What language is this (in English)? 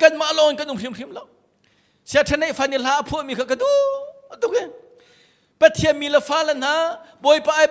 Hakha Chin